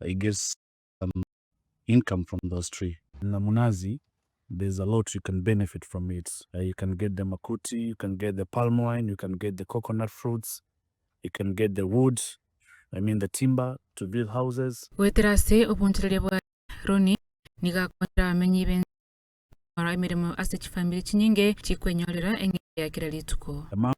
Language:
Gusii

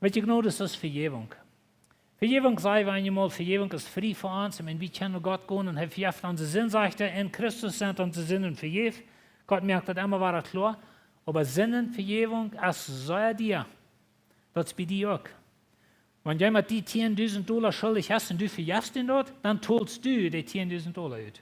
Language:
Plautdietsch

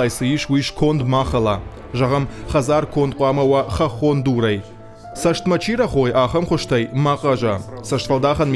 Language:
Ossetic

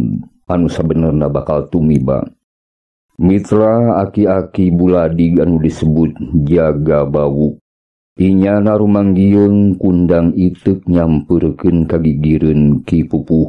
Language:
Sundanese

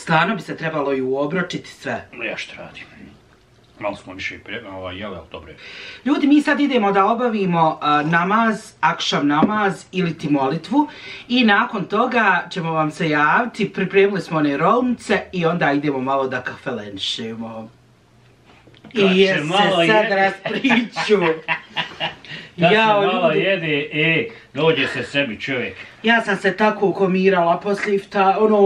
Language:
Bosnian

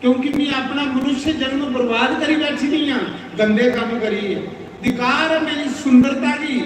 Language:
Dogri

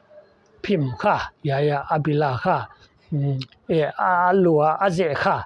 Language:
Paite Chin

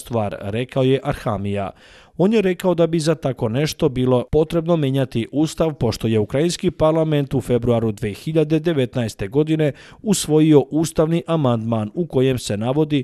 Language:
Bosnian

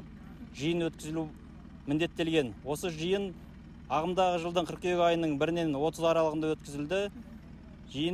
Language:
Kazakh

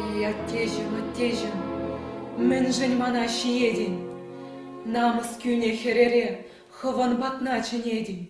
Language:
Chuvash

